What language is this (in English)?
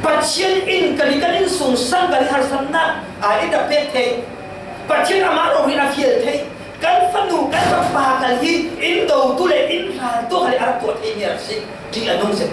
Falam Chin